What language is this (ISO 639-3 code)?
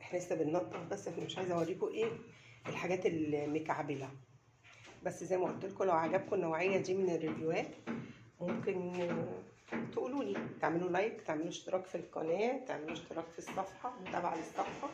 arz